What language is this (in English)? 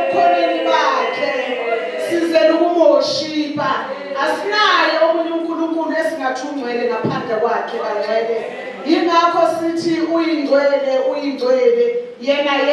Zulu